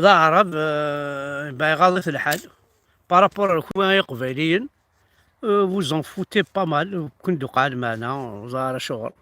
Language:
Kabyle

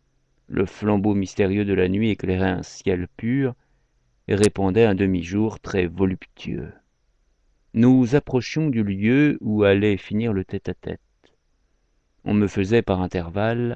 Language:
French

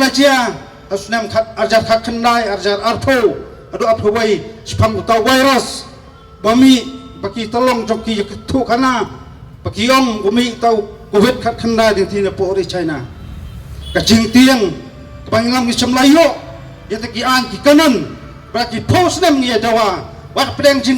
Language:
Khasi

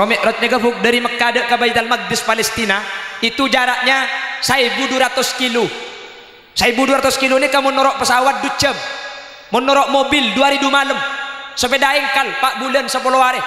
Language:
Madurese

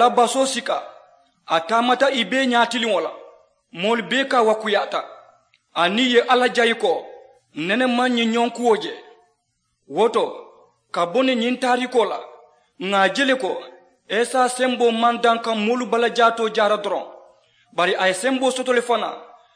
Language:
Mandingo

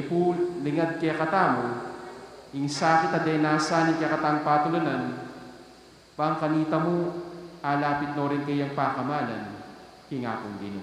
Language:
Pampanga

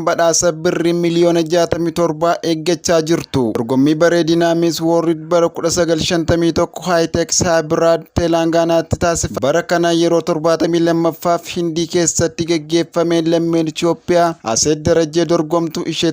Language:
Oromo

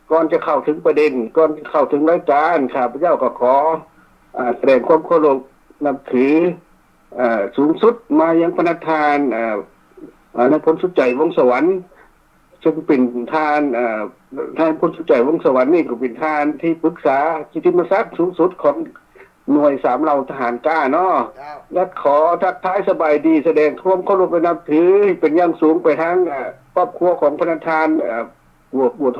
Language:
Thai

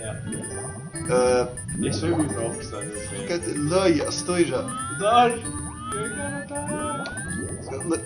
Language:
Faroese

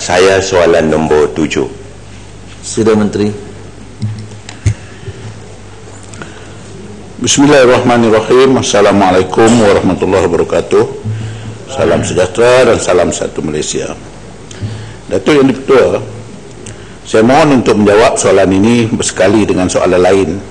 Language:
Malay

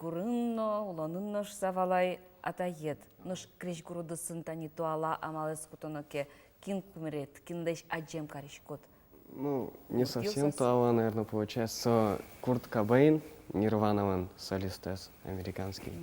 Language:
Udmurt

